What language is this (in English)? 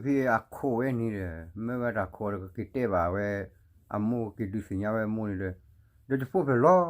S'gaw Karen